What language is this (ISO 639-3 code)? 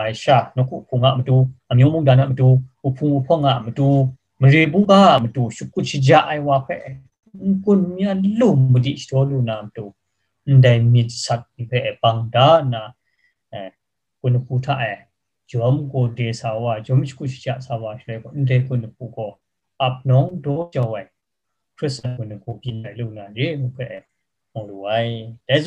kac